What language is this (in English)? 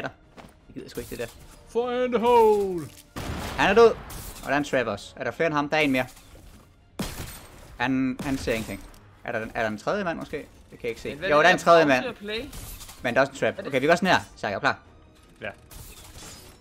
Danish